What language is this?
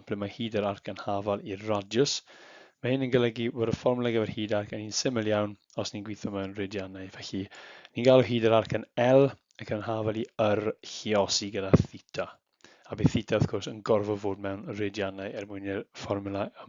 Welsh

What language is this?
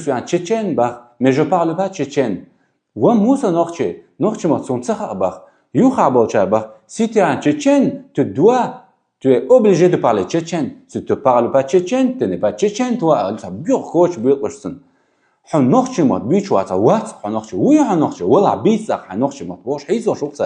Chechen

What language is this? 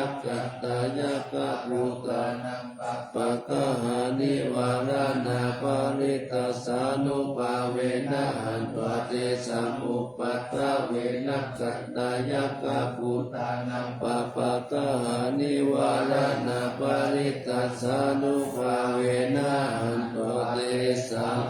Pali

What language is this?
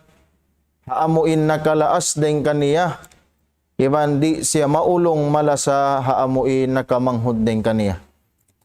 Tausug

